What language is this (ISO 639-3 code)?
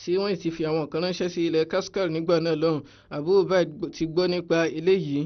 yor